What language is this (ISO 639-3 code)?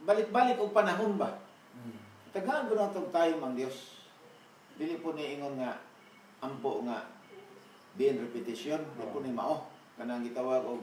ceb